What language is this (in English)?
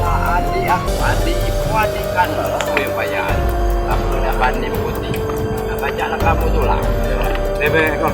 Musi